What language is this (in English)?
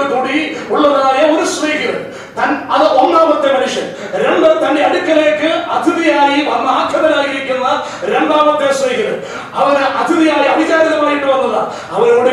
Malayalam